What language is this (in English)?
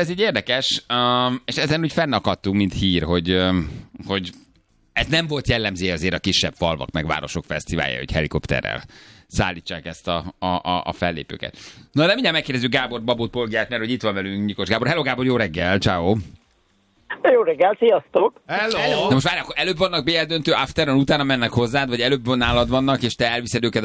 Hungarian